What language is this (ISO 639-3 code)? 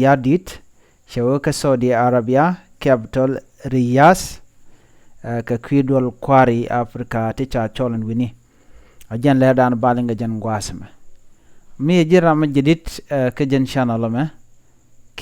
nus